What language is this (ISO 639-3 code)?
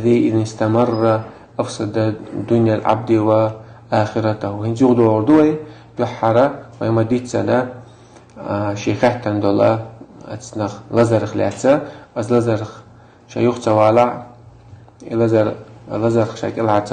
che